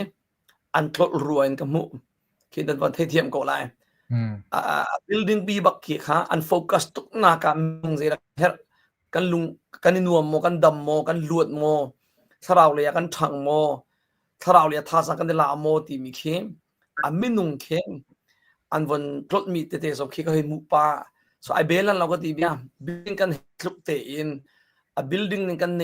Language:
Hakha Chin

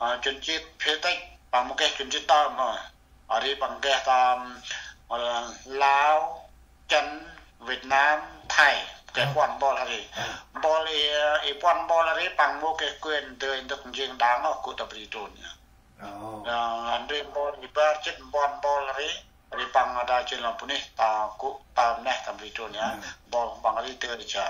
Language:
Central Mnong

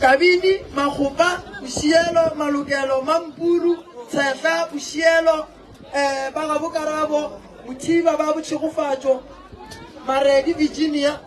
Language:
Northern Sotho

